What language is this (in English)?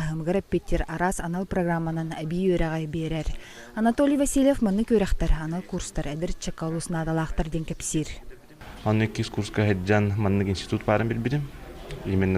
Yakut